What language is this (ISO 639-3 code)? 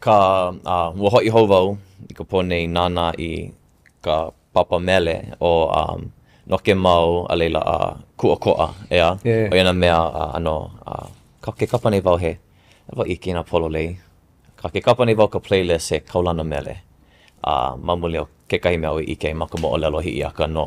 haw